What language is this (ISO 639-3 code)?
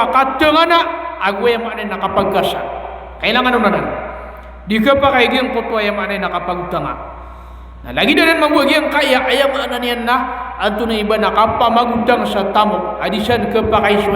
mrw